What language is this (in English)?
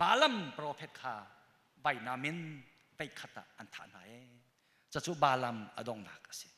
Hakha Chin